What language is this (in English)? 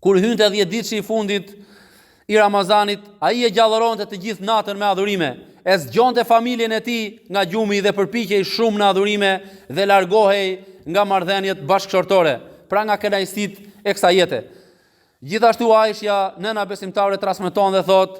Albanian